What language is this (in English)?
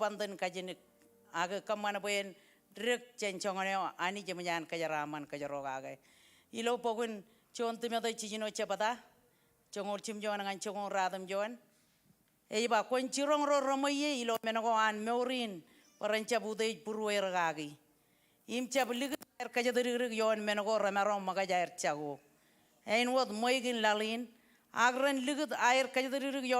Marshallese